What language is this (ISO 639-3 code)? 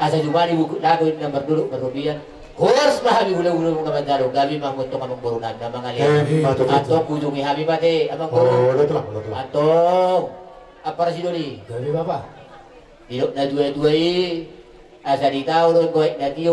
bbc